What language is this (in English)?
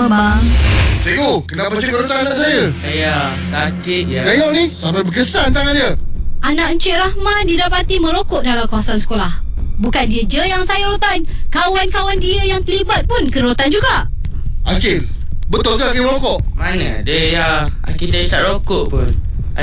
Malay